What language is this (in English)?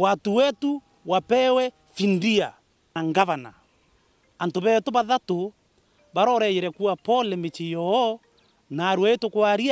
Meru